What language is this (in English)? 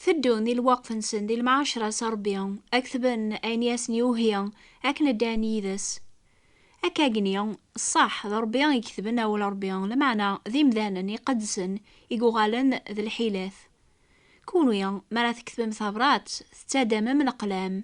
Kabyle